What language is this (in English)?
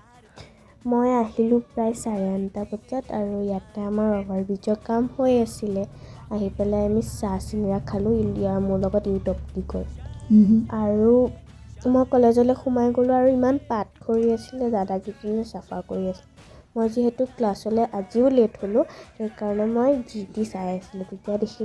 Assamese